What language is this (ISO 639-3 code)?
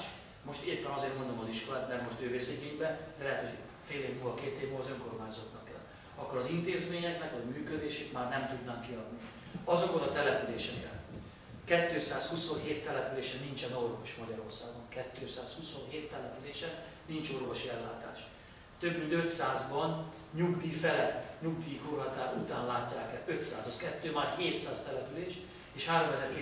hun